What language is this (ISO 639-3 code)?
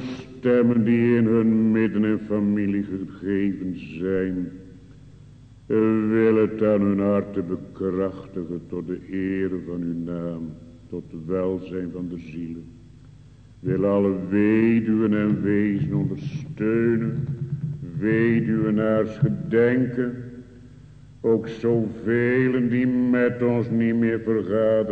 nld